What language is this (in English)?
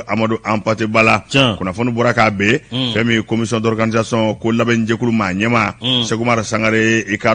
Bambara